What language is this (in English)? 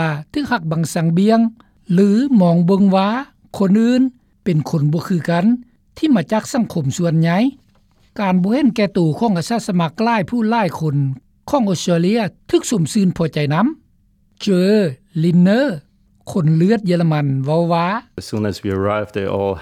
Lao